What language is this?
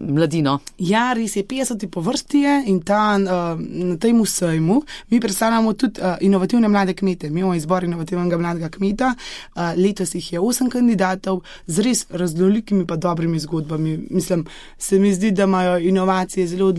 Slovenian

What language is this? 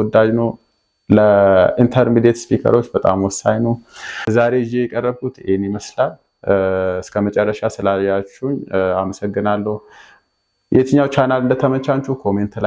Amharic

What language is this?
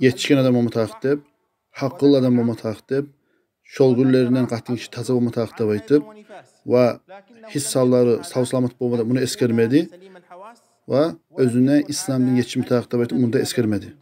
Kumyk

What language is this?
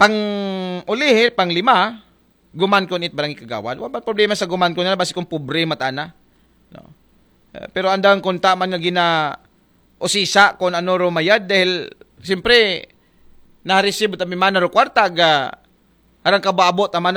Aklanon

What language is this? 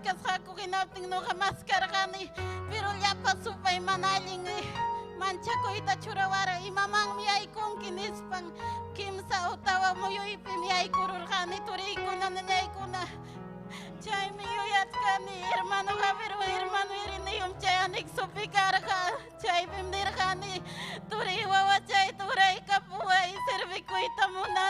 Ayacucho Quechua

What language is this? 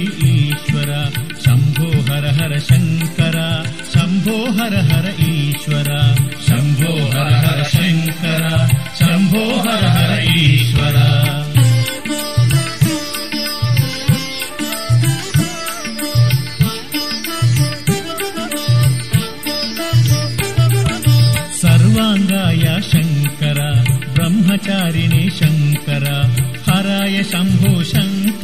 Kannada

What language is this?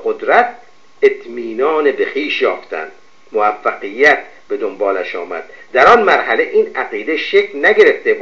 Persian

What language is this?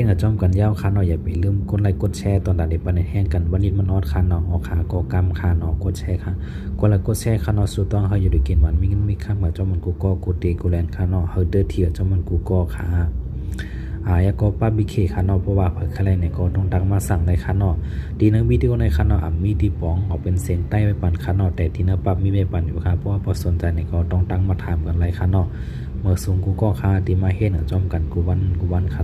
Shan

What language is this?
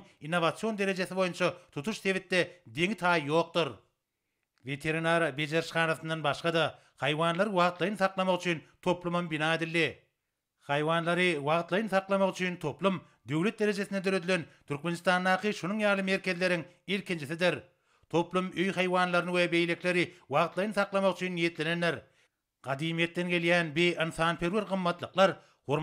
Turkmen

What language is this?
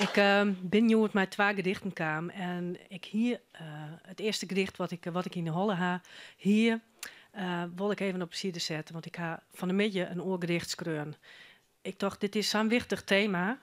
Western Frisian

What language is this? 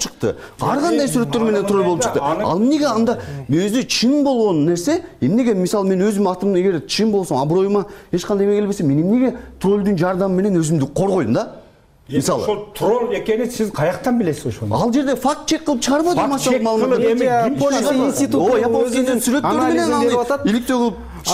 Kyrgyz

